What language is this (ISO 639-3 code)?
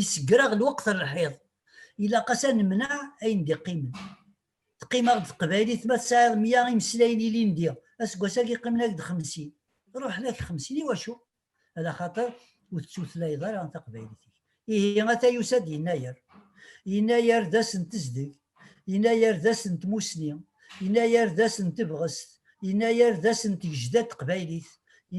kab